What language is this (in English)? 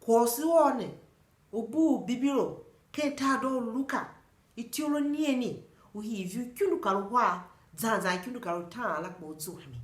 Tiv